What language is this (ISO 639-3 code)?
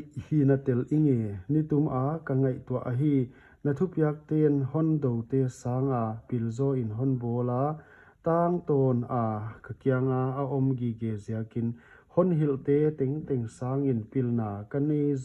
pck